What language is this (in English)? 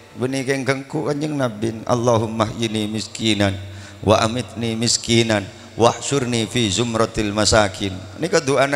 Madurese